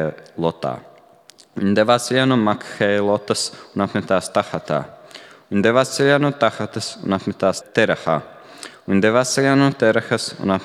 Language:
Latvian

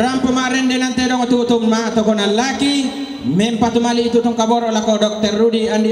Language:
Toraja-Sa'dan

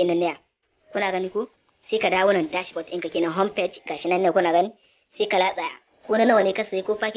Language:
Hausa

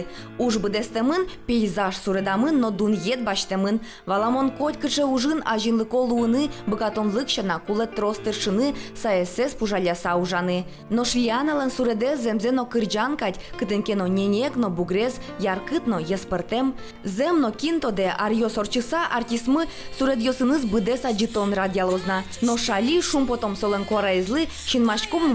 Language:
Udmurt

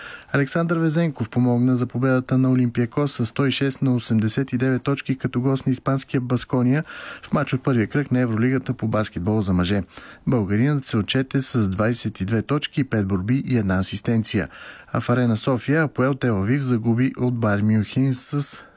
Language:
Bulgarian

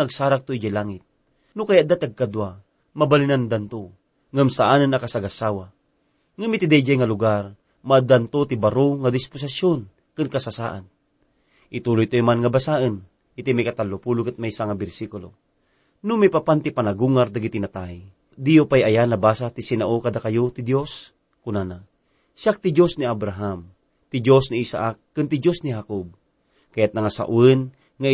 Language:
Iloko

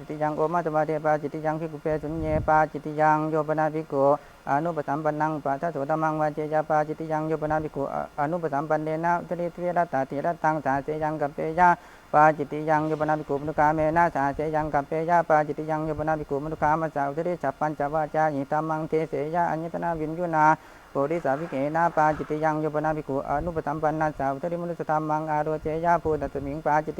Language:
Pali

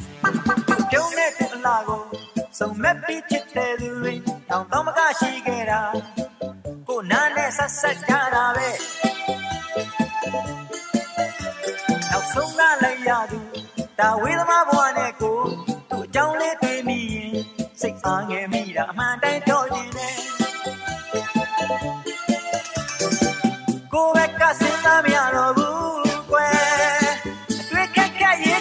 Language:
Burmese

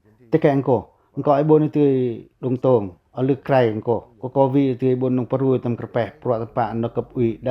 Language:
Pacoh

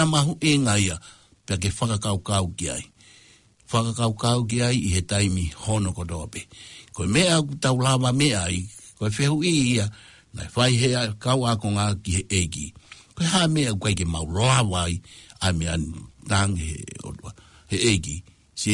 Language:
Tongan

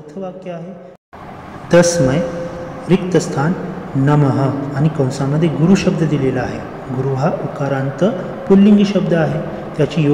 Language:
Marathi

